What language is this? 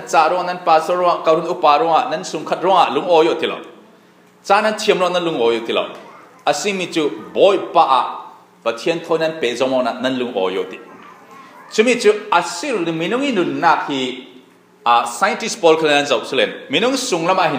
Falam Chin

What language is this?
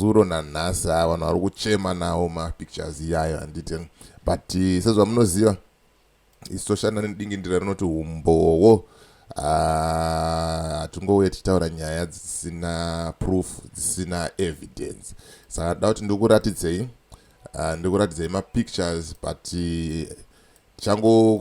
Shona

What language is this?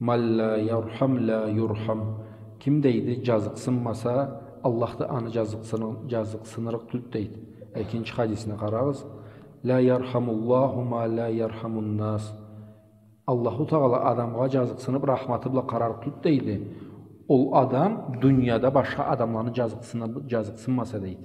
Karachay-Balkar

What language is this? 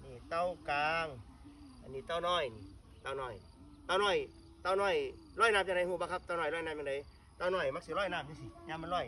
Northeastern Thai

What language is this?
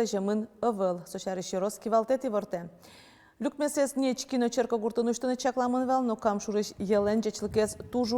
Udmurt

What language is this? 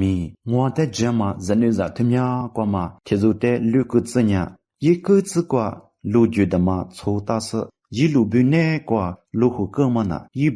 Lisu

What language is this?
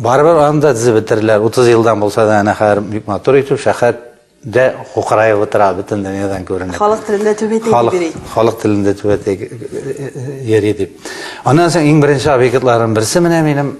Tatar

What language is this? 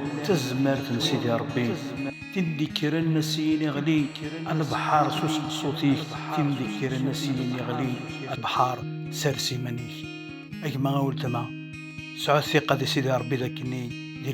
Kabyle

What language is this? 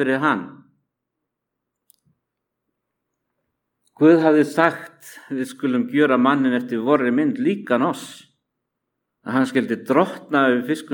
Icelandic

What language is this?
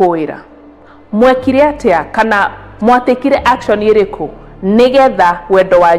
Kikuyu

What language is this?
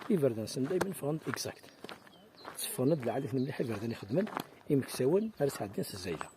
Kabyle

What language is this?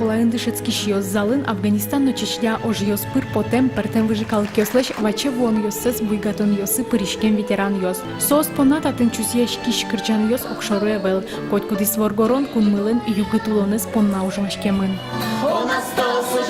Udmurt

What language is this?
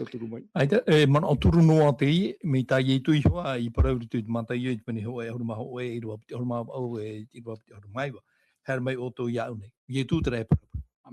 Tahitian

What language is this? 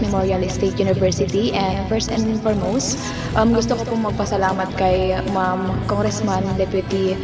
Iloko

